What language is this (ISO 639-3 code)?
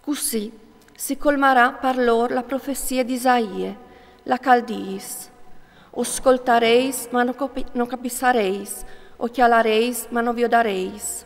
fur